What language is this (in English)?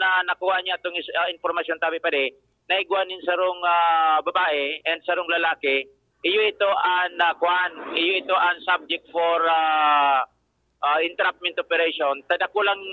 Bikol